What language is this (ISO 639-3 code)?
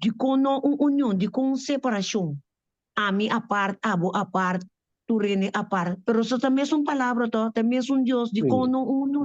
pap